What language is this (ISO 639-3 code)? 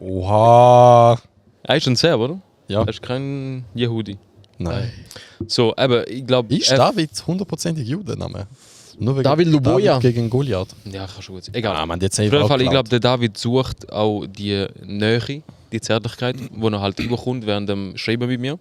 gsw